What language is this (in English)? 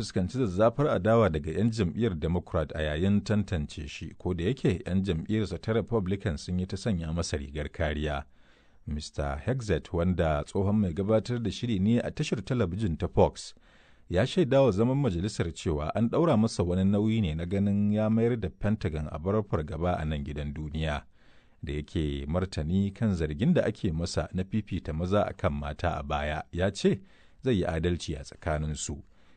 Hausa